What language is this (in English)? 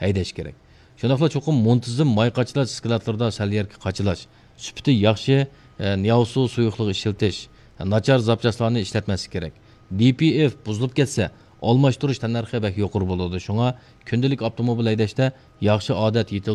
Uyghur